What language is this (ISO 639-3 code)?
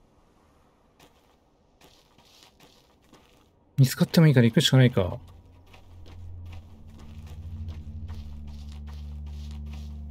jpn